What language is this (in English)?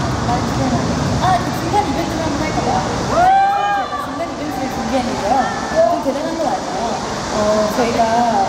Korean